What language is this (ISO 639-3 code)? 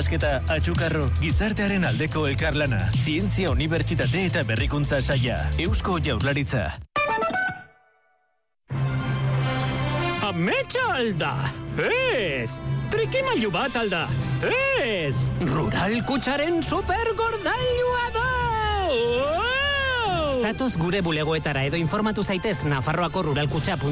eus